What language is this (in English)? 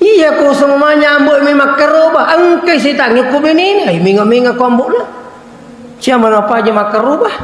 Buginese